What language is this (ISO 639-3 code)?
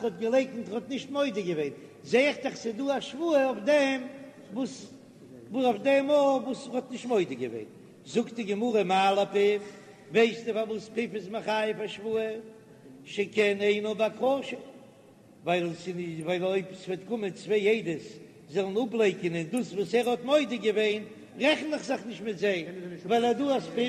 yid